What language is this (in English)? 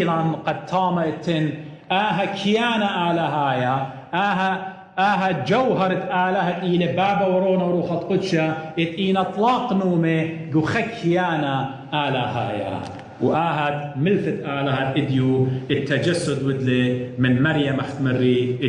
Assyrian Neo-Aramaic